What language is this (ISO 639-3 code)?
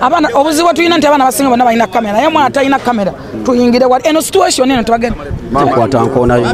lug